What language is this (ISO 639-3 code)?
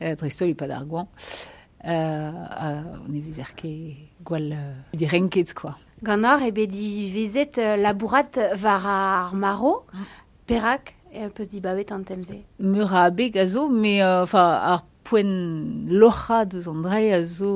bre